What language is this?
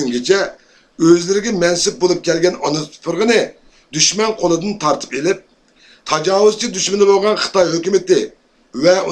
Uyghur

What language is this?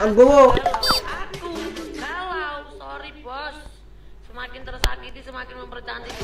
Madurese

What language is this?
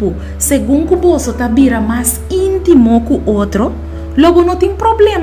Papiamento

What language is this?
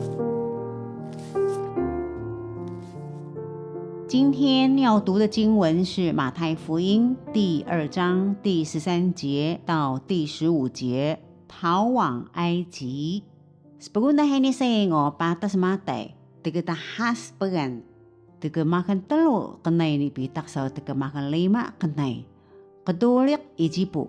Taroko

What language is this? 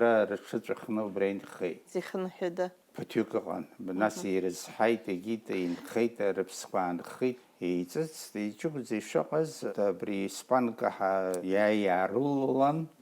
Abkhazian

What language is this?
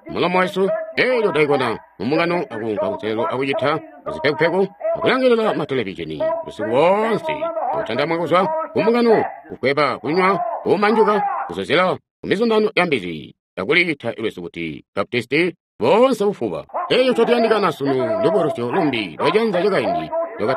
Tonga (Zambia)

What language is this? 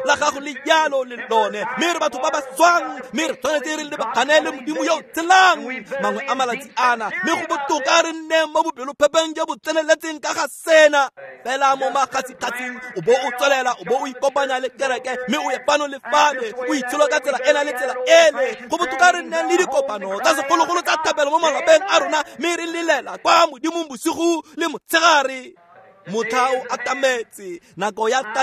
Tswana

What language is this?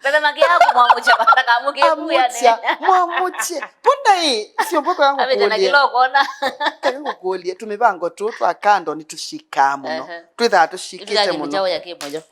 Kamba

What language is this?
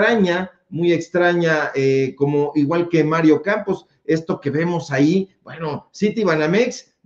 Spanish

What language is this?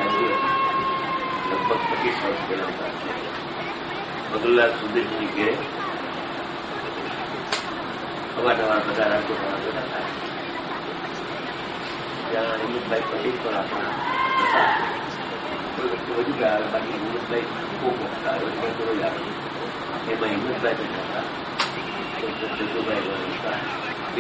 Gujarati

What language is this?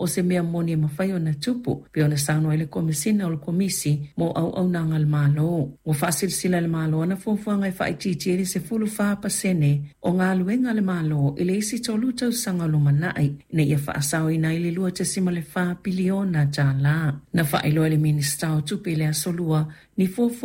Samoan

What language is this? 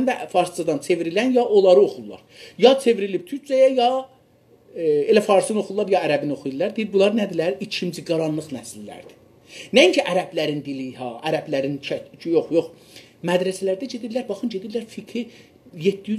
South Azerbaijani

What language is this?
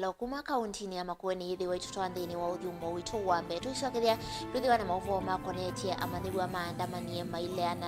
Kamba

